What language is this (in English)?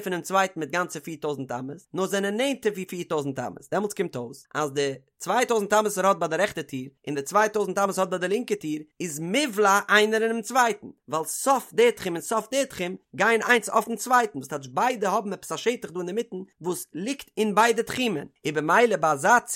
Yiddish